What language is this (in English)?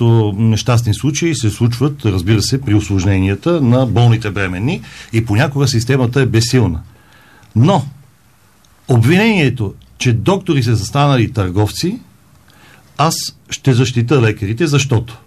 Bulgarian